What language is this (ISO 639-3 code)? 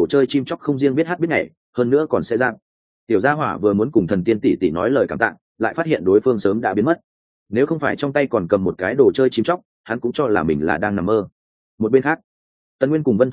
vie